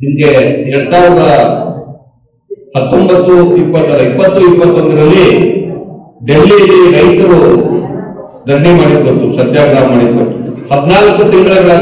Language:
Kannada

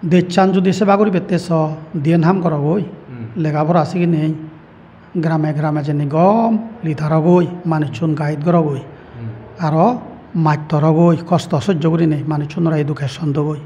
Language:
Chakma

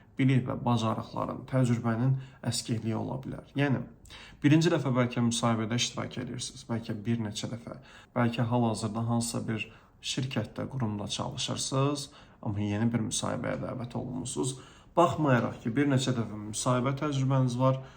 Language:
Azerbaijani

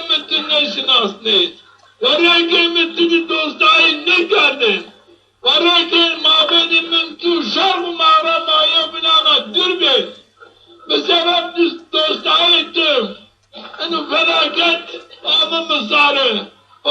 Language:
Zaza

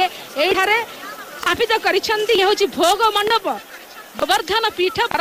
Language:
Odia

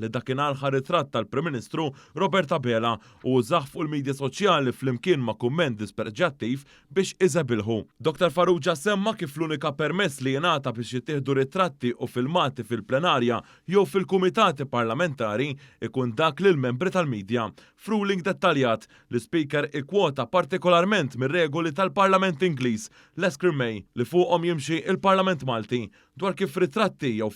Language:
Maltese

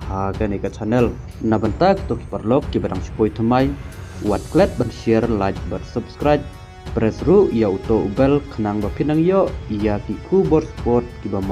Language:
Khasi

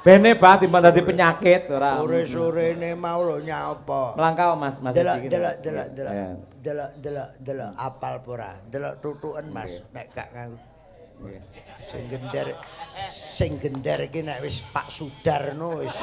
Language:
Javanese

